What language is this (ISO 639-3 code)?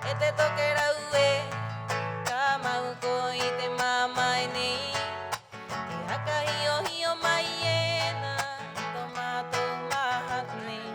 rap